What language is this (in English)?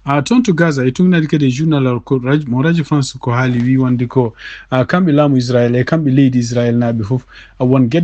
Fula